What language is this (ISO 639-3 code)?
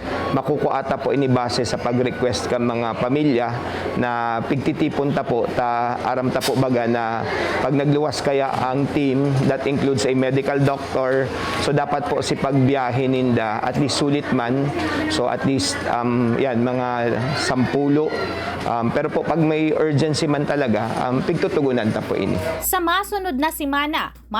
bik